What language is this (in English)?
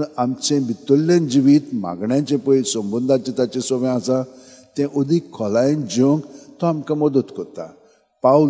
Konkani